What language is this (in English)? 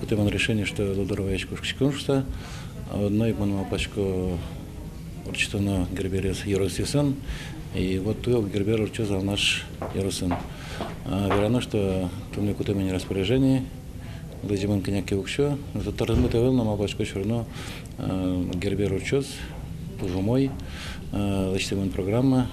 Udmurt